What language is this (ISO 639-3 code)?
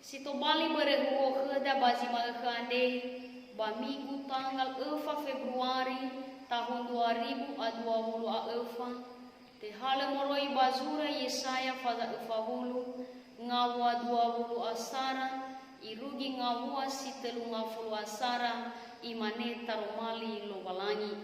nia